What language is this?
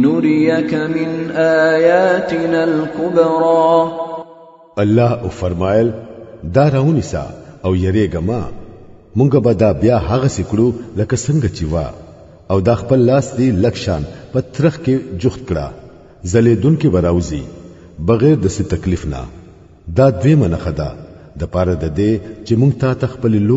Pashto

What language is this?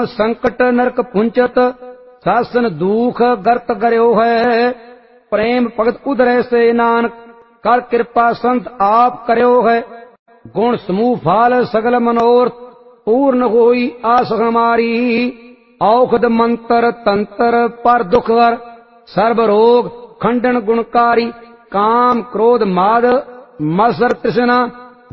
Punjabi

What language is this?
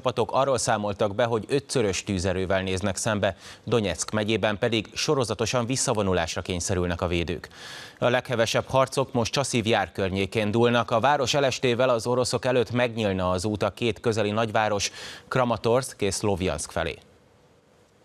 Hungarian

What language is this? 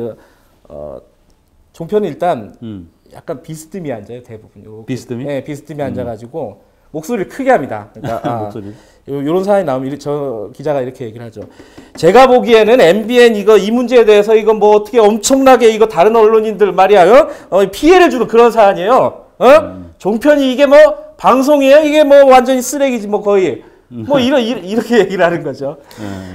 Korean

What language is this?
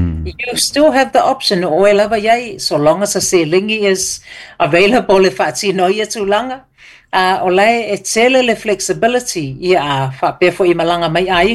Samoan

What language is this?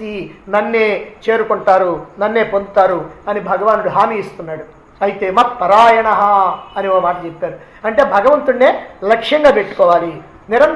Telugu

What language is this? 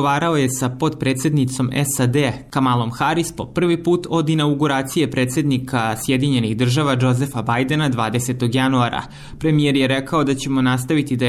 Serbian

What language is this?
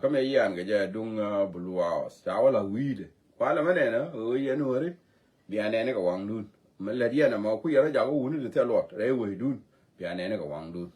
Nuer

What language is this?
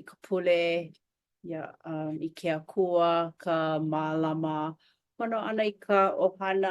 Hawaiian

